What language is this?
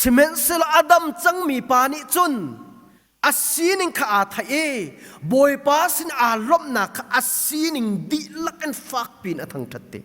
Hakha Chin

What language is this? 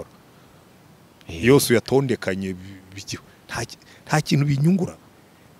Kinyarwanda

